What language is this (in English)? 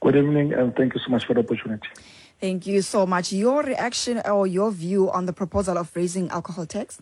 Xhosa